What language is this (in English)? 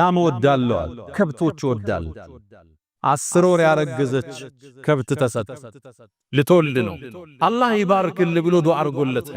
Amharic